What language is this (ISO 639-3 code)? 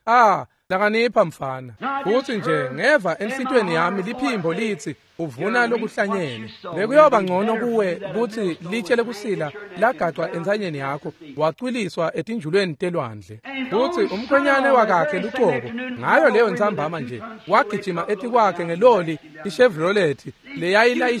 ssw